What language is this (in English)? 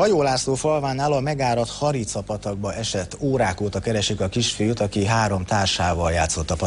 Hungarian